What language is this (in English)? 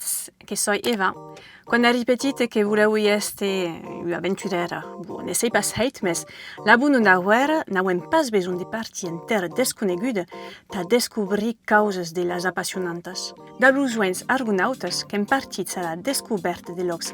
Occitan